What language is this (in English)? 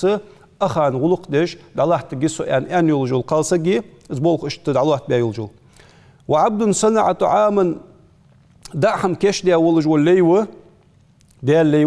Ingush